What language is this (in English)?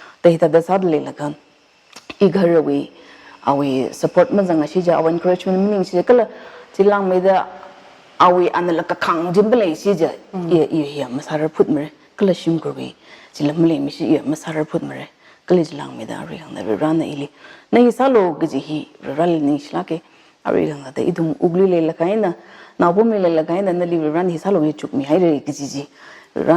Tangkhul Naga (India)